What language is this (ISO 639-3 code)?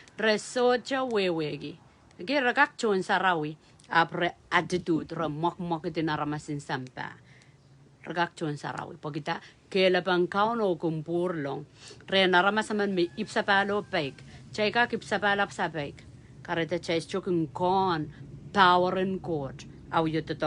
pon